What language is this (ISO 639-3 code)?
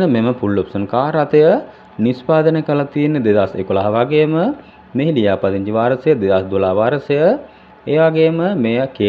sin